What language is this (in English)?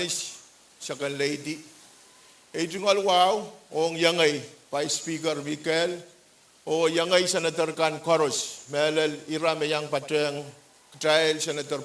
Pohnpeian